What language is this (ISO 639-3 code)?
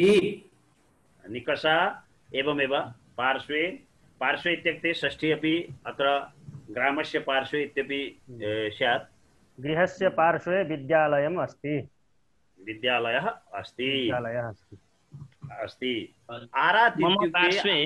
san